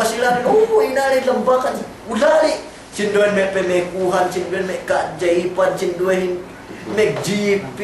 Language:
Yakan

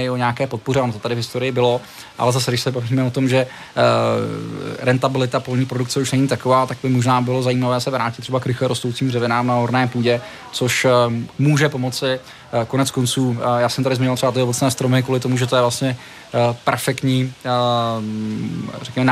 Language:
Czech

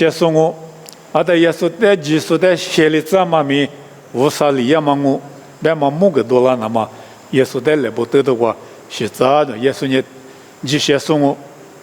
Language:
Lisu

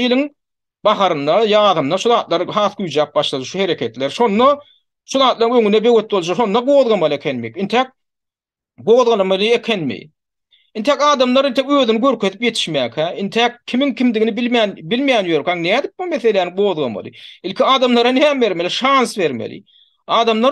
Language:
Turkmen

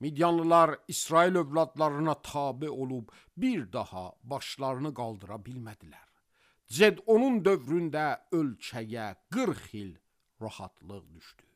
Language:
Azerbaijani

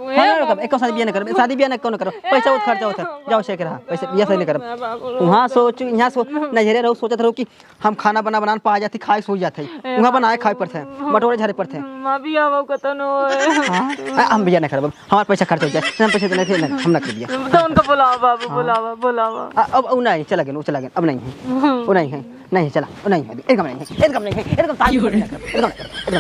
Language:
Awadhi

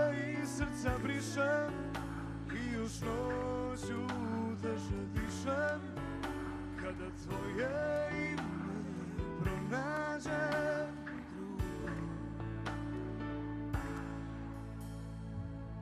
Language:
Croatian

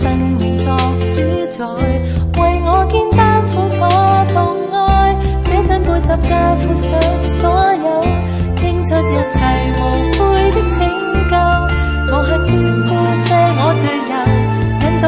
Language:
Cantonese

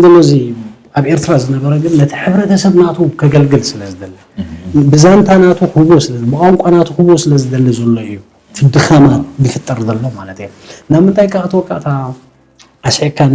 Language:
Tigrinya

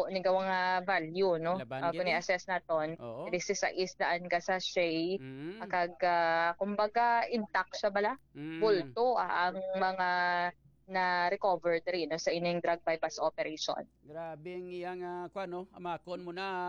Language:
Hiligaynon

